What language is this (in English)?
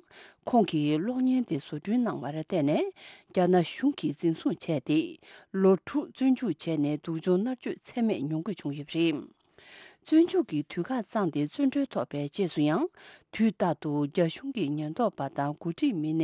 Tibetan